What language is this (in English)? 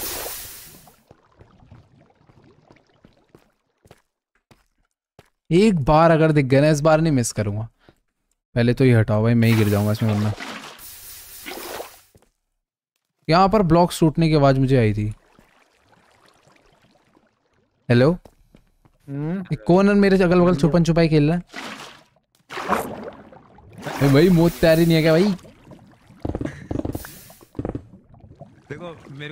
Hindi